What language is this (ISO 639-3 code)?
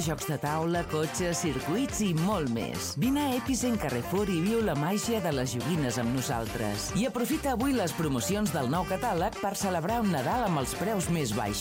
cat